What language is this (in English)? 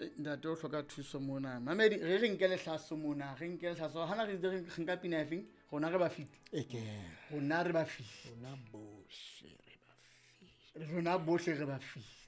Southern Sotho